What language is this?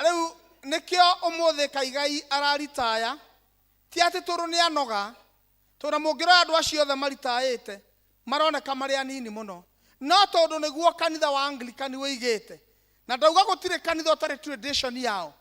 Kikuyu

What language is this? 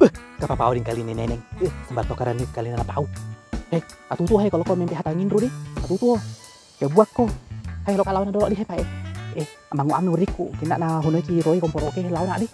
Buginese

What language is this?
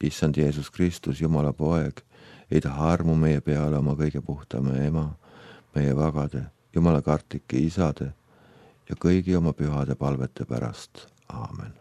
Estonian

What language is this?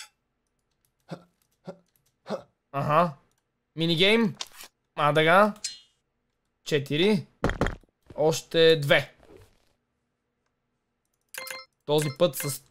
Bulgarian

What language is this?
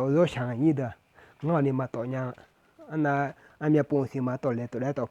Akha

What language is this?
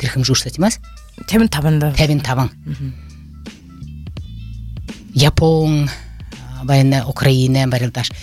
Buriat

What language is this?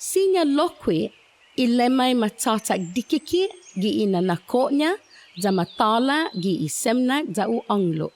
Chamorro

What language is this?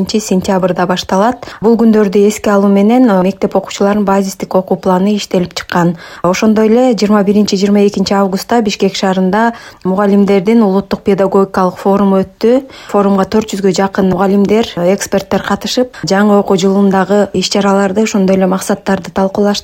Kyrgyz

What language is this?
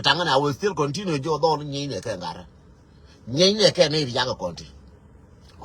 Nuer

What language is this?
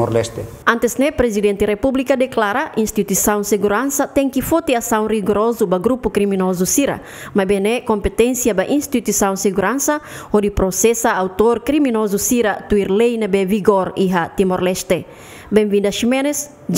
Tetum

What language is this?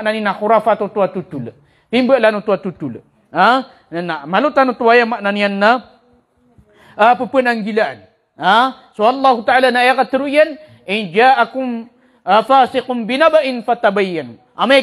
Maranao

